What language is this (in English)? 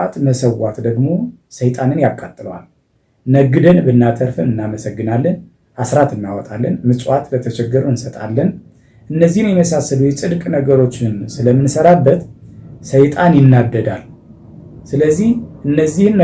Amharic